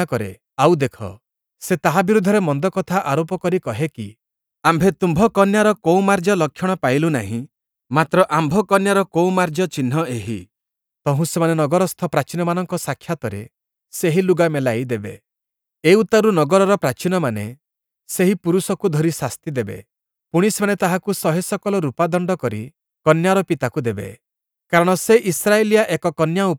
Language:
Odia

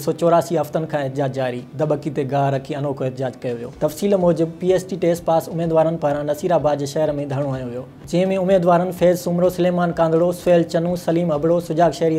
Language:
Sindhi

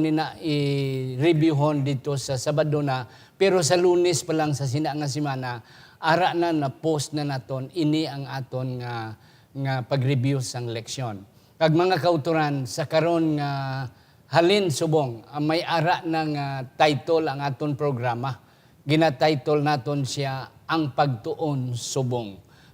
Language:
Hiligaynon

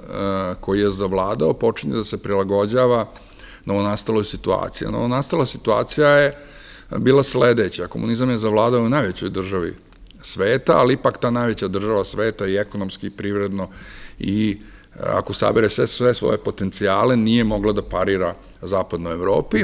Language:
Serbian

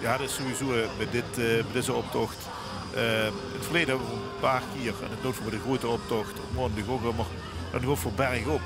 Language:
Limburgish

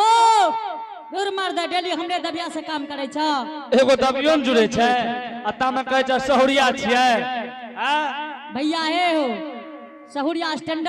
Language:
Angika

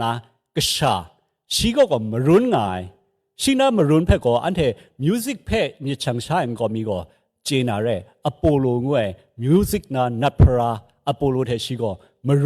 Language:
Kachin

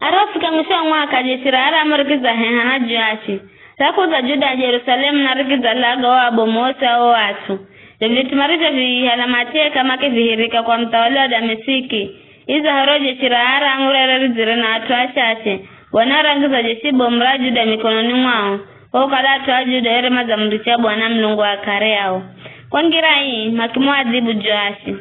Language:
Giryama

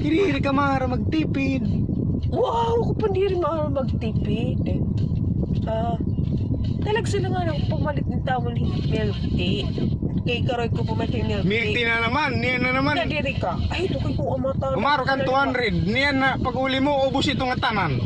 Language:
Waray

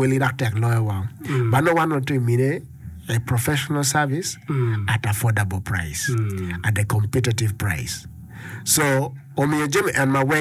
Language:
Acoli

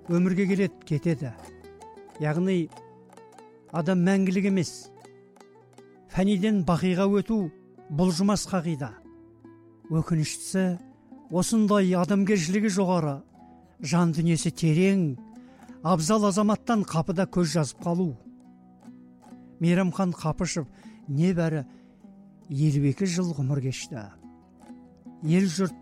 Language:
Kazakh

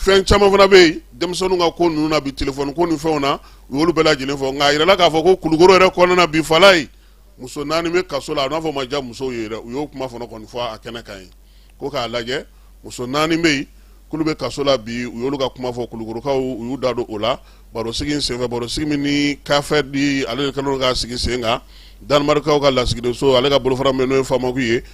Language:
Bambara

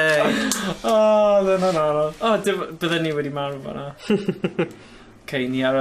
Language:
Welsh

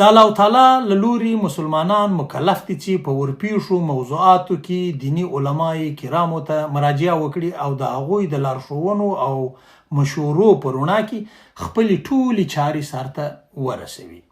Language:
Pashto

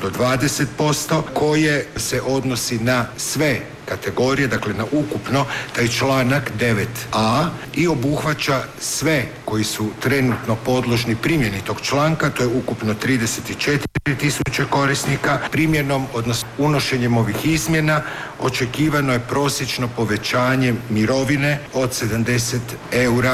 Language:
Croatian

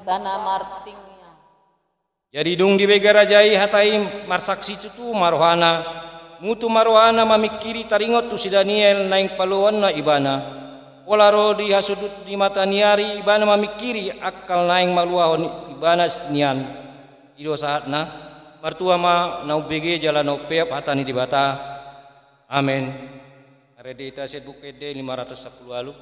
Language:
Batak Toba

